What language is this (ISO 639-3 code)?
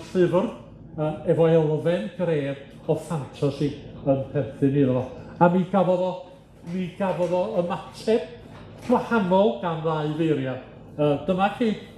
cym